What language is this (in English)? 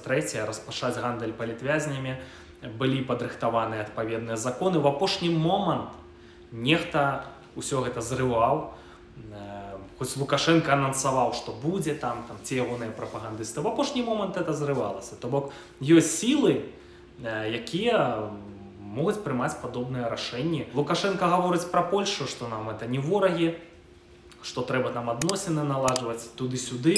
Belarusian